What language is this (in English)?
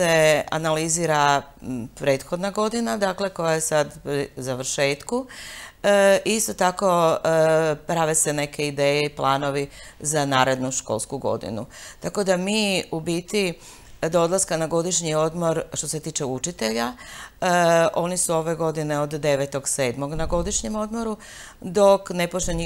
Croatian